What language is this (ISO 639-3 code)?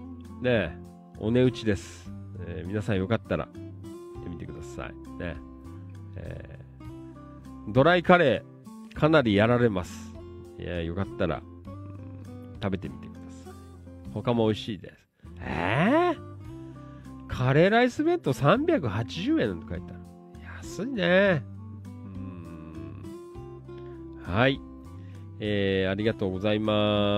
jpn